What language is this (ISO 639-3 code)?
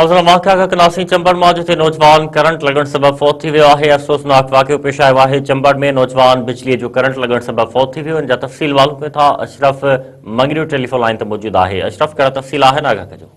snd